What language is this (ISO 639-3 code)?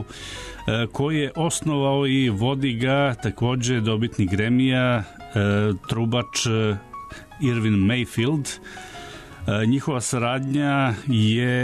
srp